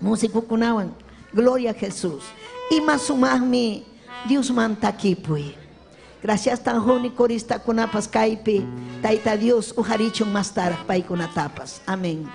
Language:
Ayacucho Quechua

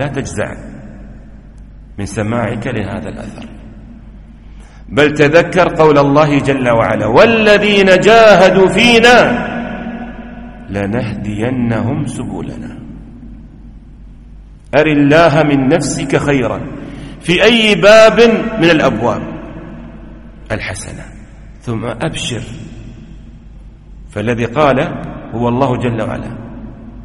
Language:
Arabic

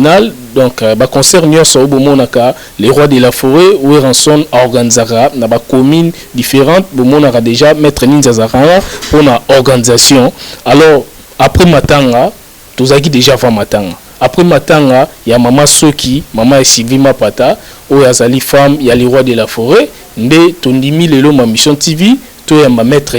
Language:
Lingala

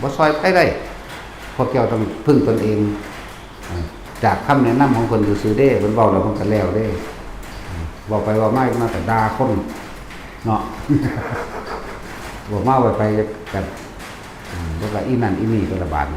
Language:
Lao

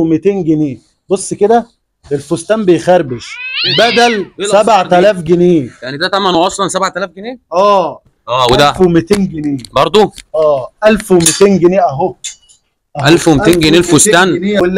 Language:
Egyptian Arabic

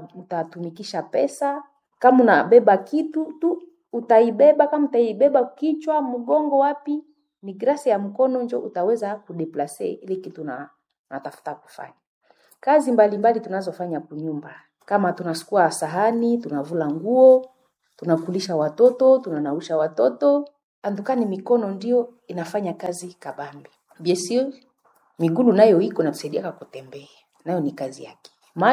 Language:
Swahili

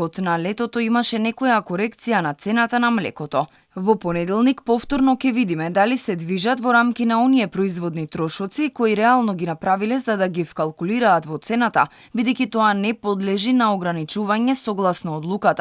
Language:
Macedonian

